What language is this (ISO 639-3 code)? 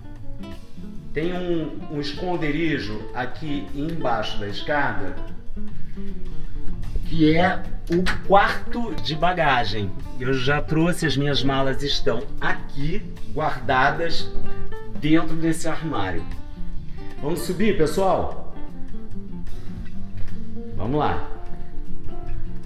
por